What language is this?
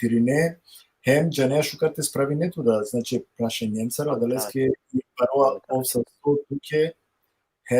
Balkan Romani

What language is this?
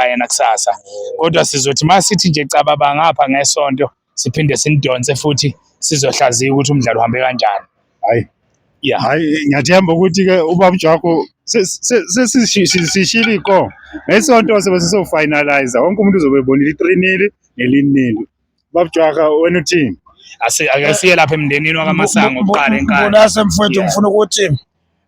Zulu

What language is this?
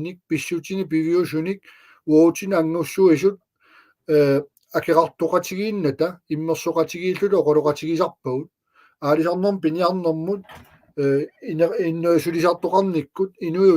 Kalaallisut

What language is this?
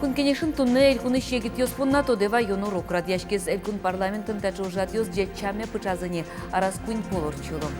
Udmurt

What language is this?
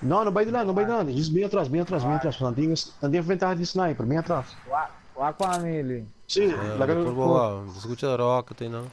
Papiamento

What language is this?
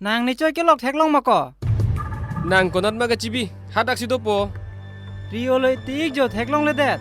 Karbi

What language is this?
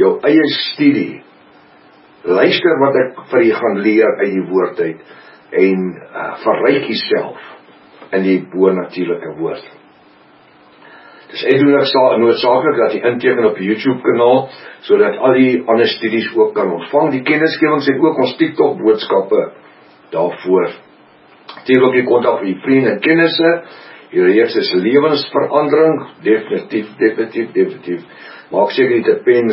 Afrikaans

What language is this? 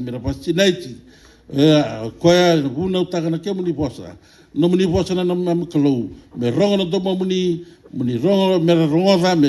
Fijian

